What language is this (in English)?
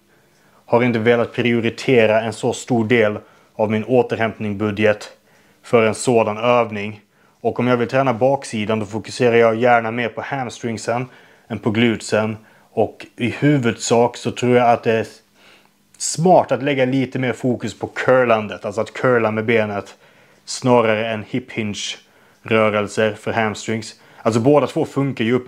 Swedish